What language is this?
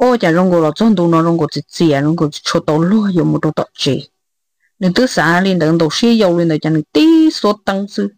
Hmong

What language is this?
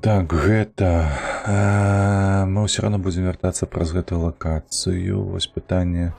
Belarusian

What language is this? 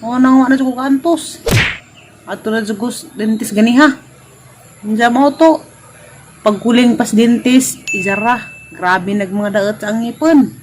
Cebuano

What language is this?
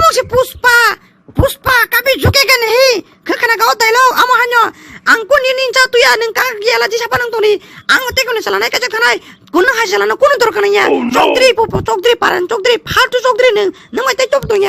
Kok Borok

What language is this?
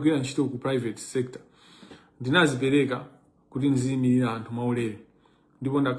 Nyanja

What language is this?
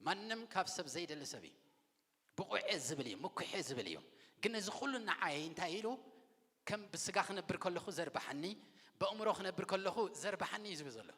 Tigrinya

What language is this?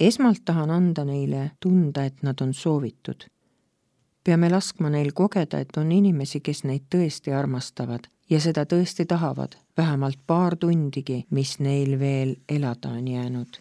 Estonian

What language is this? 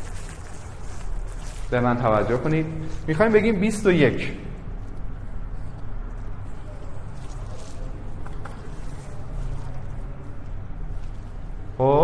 Persian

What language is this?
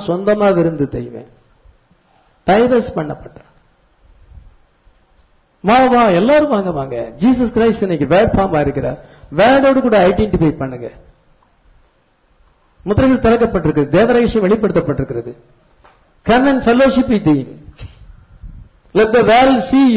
Tamil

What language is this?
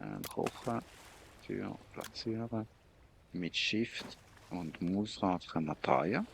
Swiss German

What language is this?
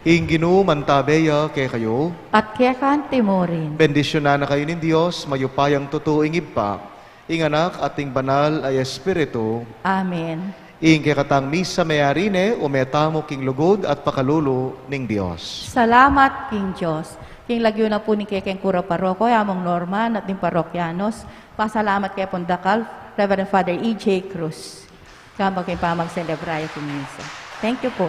Pampanga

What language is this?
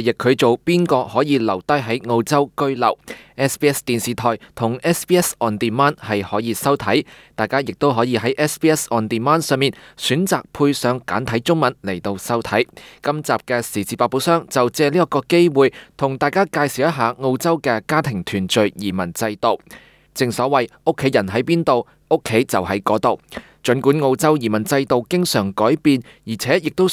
Cantonese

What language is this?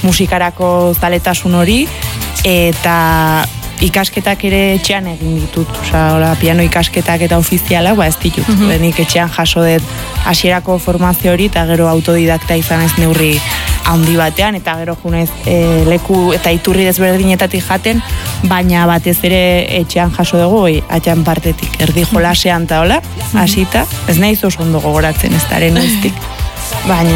Basque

